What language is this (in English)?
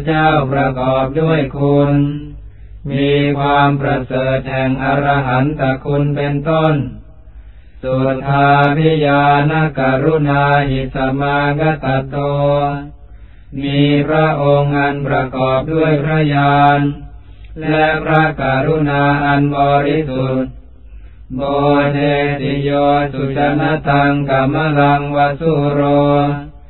Thai